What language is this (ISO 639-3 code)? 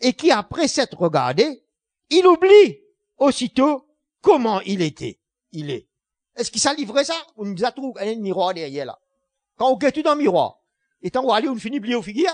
mfe